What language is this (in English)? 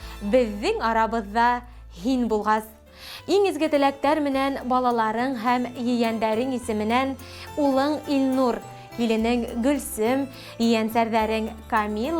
Bashkir